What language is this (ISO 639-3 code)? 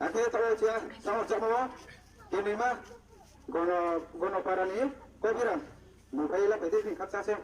ria